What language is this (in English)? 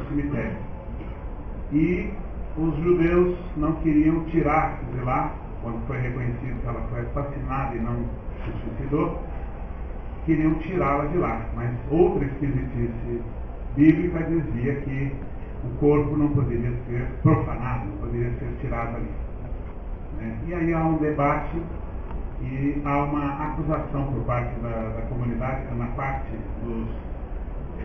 Portuguese